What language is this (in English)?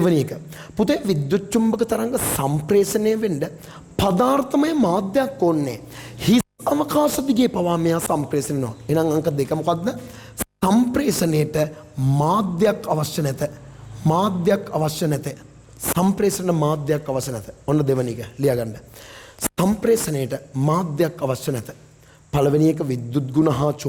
Sinhala